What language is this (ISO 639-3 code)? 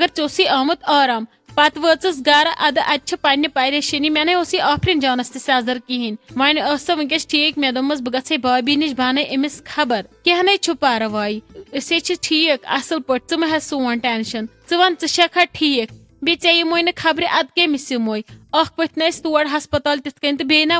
kas